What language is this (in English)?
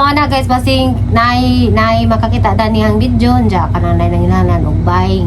Cebuano